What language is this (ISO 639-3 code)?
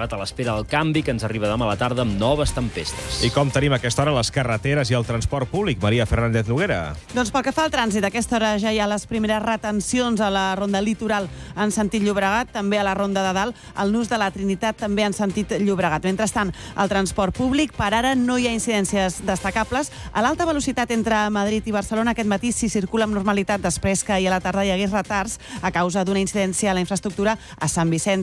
cat